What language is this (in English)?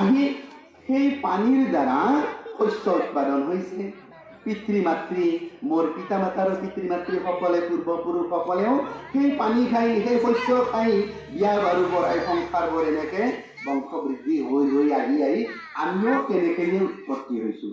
Assamese